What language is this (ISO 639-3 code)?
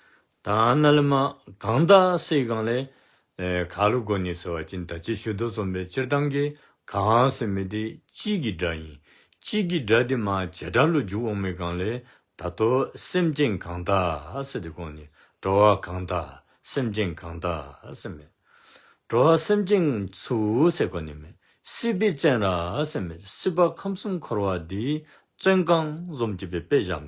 dzo